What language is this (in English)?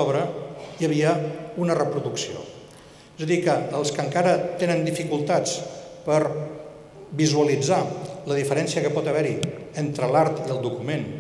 Catalan